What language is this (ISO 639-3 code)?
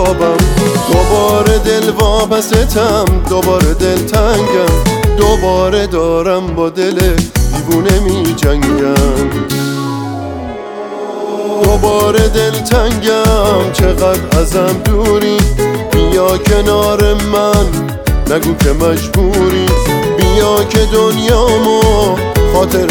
fas